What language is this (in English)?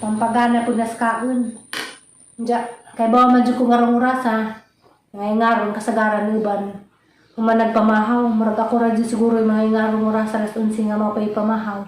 Cebuano